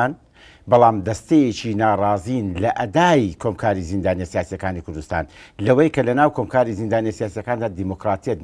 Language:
Central Kurdish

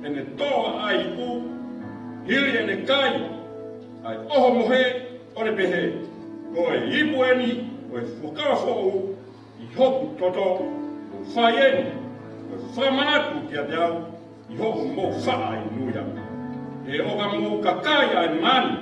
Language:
Tongan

